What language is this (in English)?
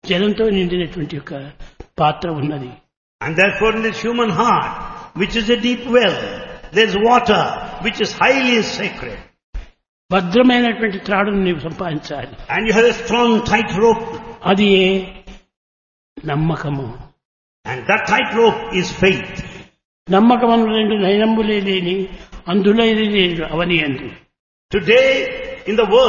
Telugu